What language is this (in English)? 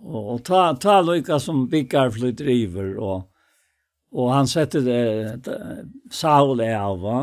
Faroese